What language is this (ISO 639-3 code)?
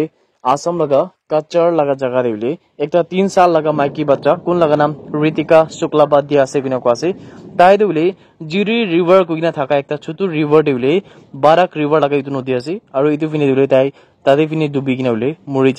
nag